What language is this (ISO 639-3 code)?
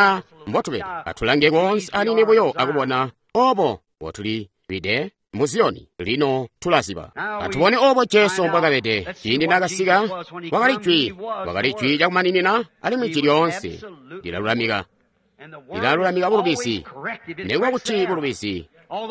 toi